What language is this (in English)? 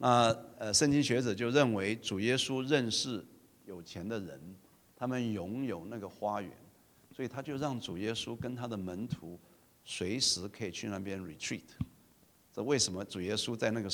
Chinese